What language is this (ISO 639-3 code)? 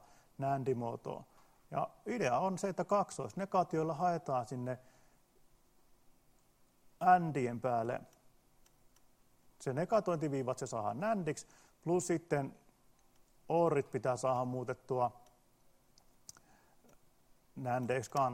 fin